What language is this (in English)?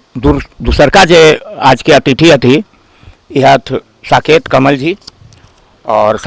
Magahi